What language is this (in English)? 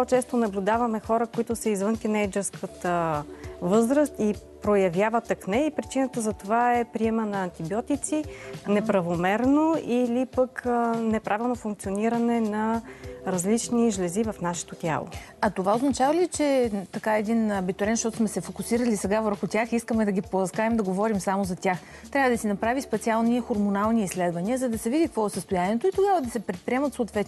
Bulgarian